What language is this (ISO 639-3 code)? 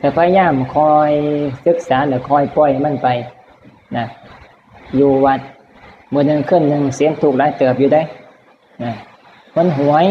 tts